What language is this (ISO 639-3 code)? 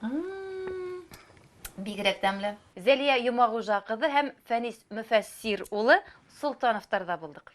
bak